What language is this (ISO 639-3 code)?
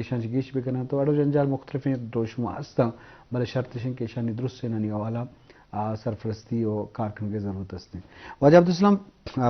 bgp